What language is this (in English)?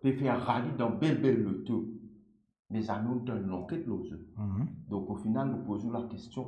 Morisyen